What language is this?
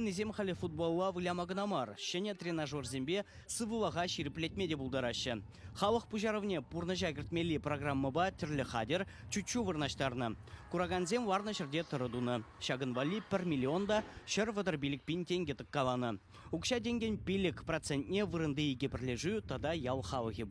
Chuvash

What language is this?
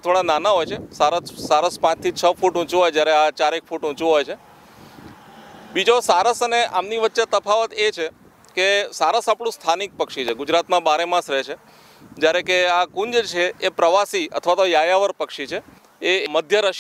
Gujarati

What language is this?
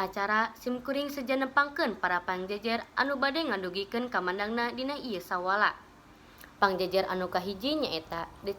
Sundanese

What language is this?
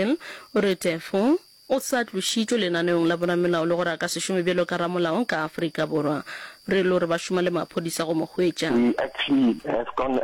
Northern Sotho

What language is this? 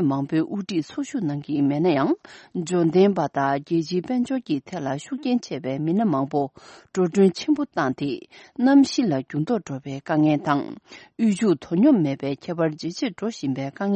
Tibetan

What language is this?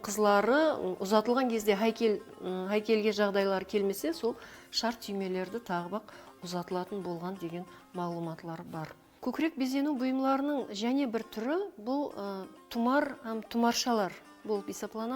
Kara-Kalpak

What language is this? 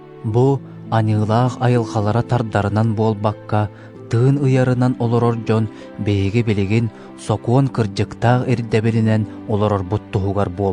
Yakut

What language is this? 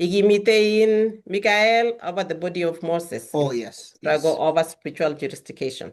Kalenjin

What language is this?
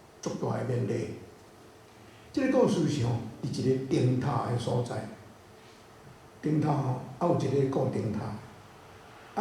Min Nan Chinese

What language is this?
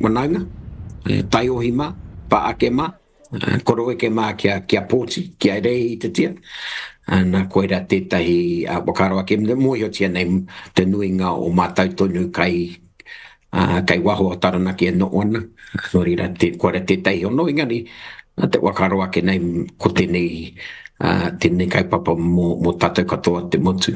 Māori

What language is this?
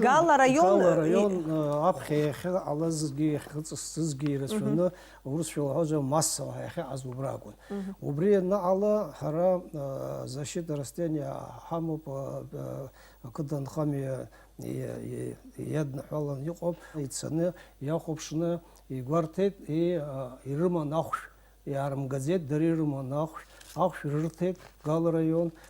Abkhazian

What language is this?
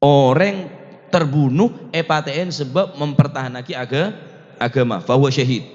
Madurese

